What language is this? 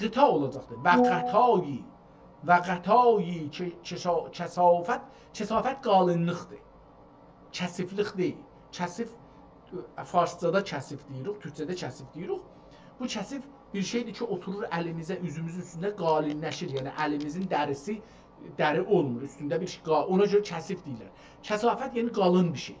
South Azerbaijani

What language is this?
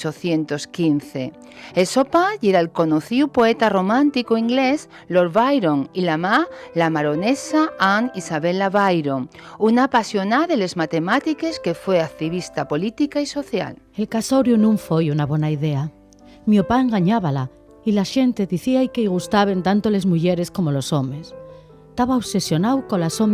Asturian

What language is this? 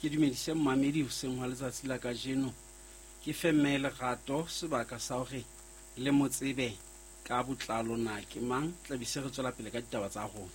Southern Sotho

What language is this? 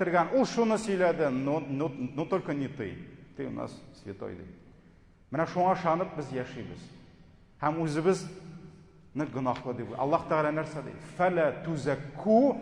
Tatar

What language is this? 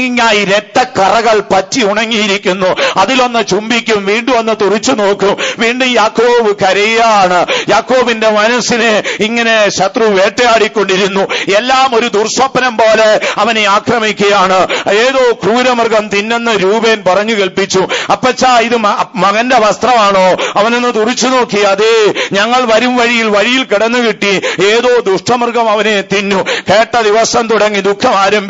Malayalam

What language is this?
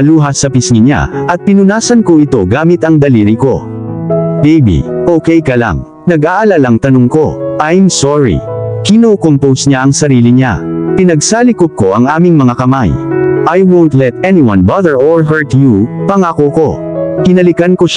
Filipino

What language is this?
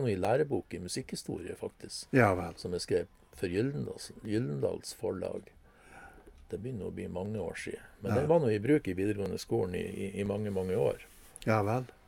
Norwegian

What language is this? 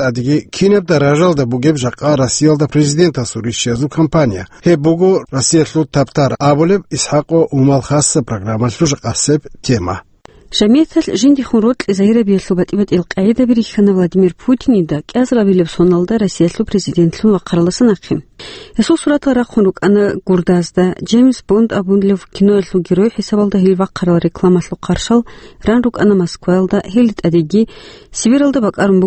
Avaric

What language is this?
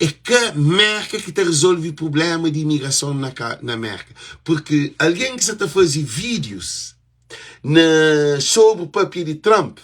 Kabuverdianu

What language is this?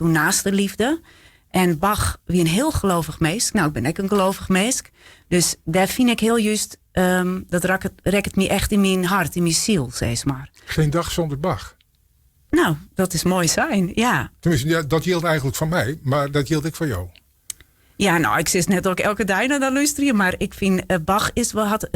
Western Frisian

